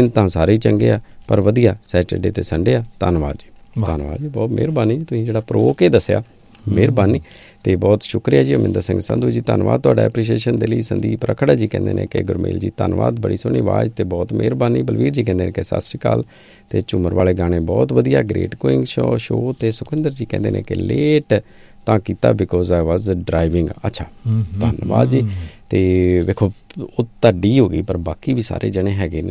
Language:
Punjabi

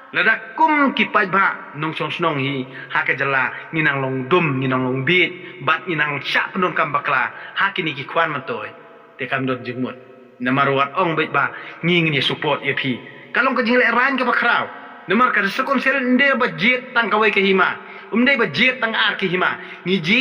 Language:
Khasi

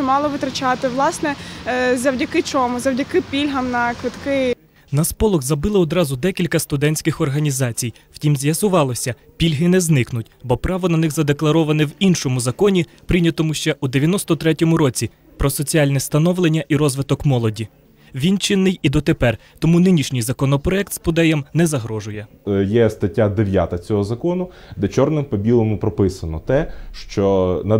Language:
Ukrainian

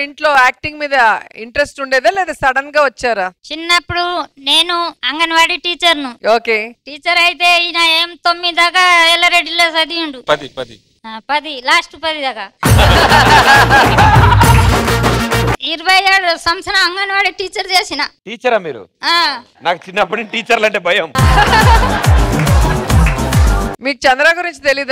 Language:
Telugu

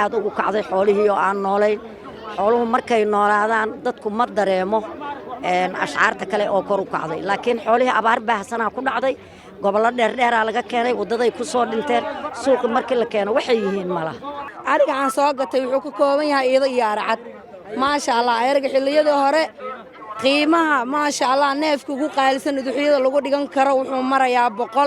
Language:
Somali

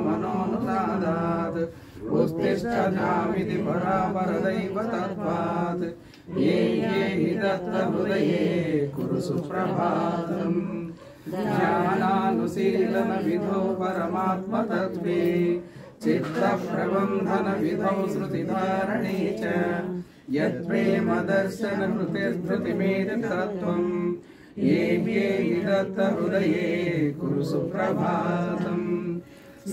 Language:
Sanskrit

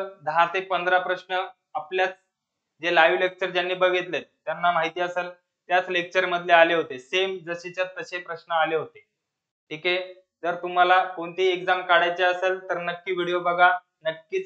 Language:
Marathi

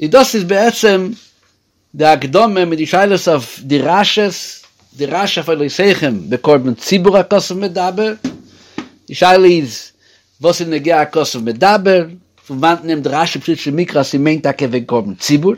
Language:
Yiddish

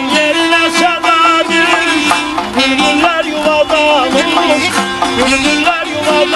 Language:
South Azerbaijani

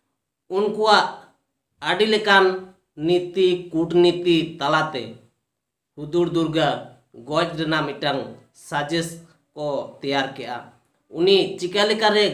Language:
Santali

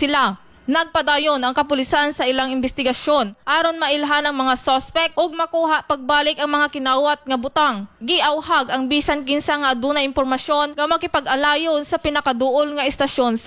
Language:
Cebuano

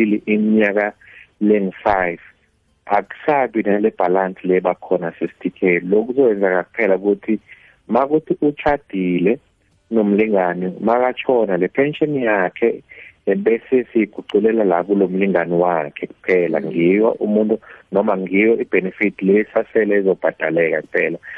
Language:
South Ndebele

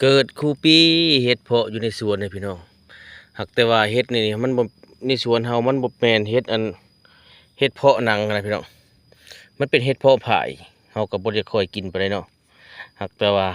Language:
Lao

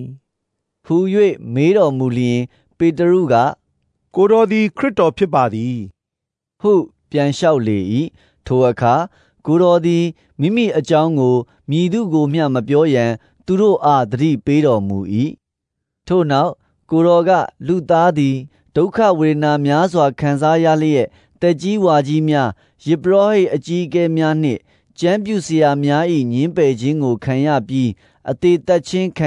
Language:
Burmese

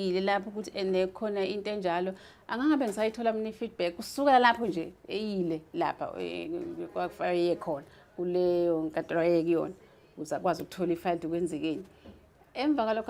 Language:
Zulu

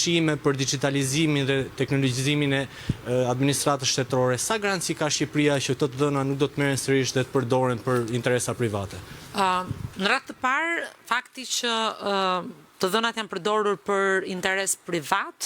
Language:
Albanian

